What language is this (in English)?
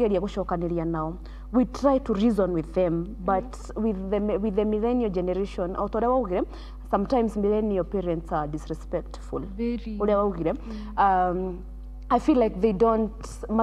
Kikuyu